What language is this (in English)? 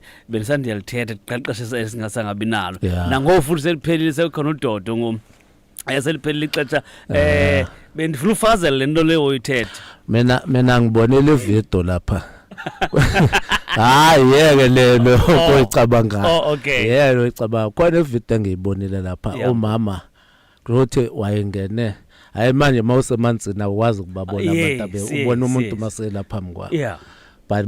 Zulu